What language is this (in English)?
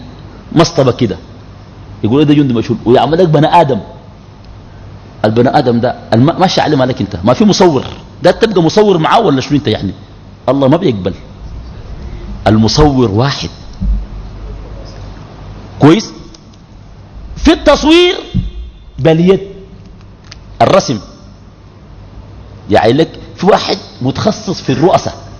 Sudanese Arabic